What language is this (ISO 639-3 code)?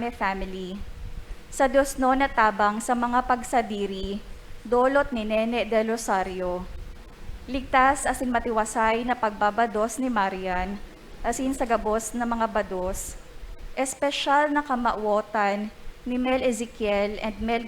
bik